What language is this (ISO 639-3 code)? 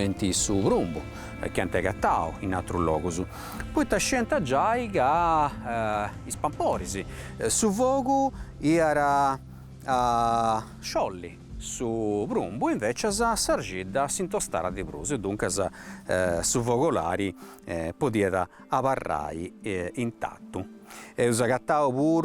srd